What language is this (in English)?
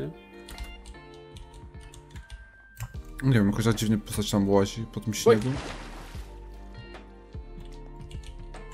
Polish